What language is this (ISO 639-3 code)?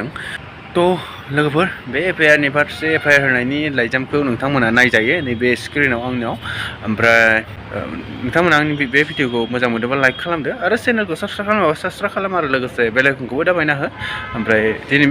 brx